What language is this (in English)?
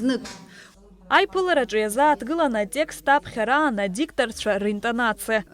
Abkhazian